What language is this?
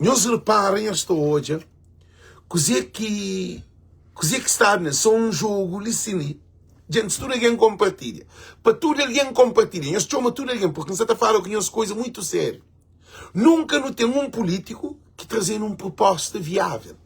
Kabuverdianu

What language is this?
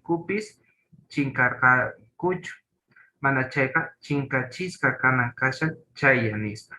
South Bolivian Quechua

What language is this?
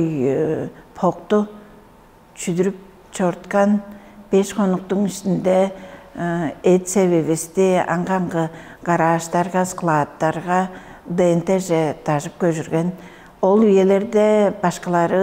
Tuvinian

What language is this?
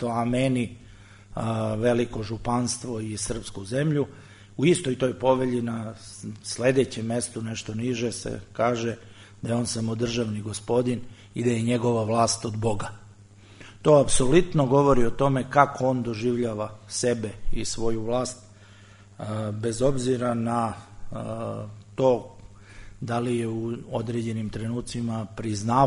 Serbian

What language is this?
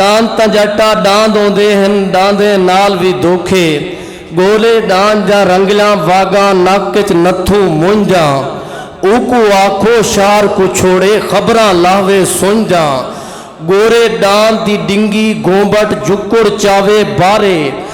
Saraiki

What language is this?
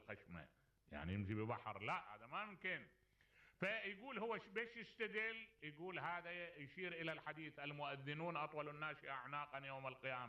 Mesopotamian Arabic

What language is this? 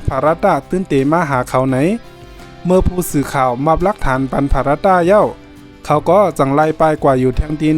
Shan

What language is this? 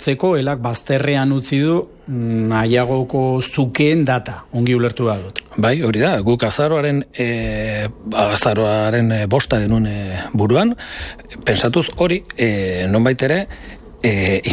Basque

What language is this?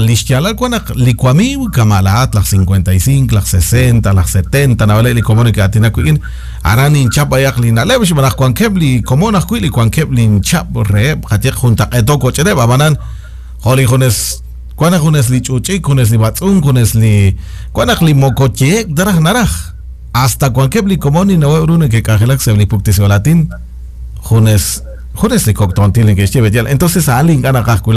Kekchí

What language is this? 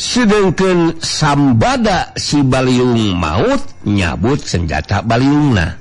Sundanese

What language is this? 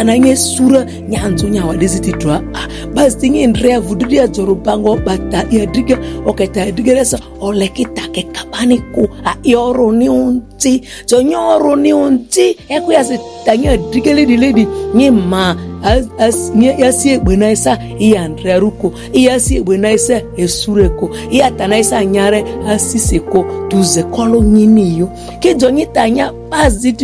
Ma'di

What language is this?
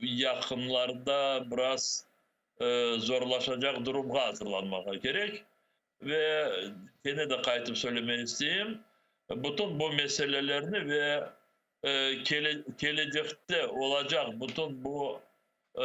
Crimean Tatar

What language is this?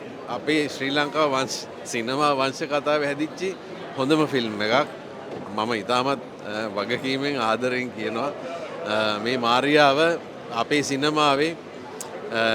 Sinhala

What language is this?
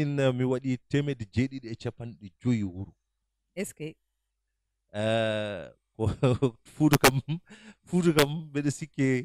Fula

